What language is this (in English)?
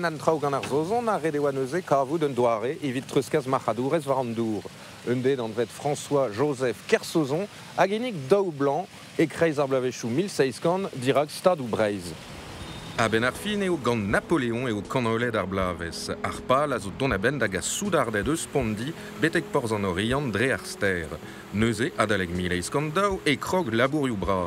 Breton